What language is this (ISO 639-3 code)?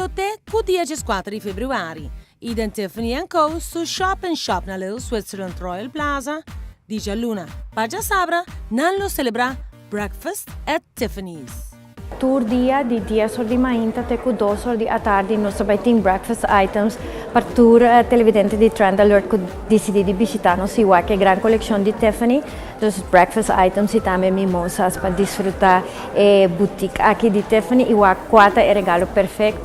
pap